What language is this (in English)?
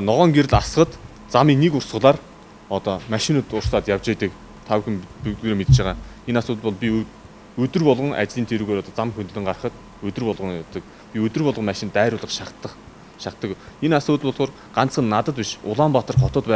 Mongolian